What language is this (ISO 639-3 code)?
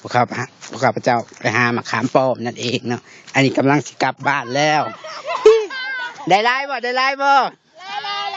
lao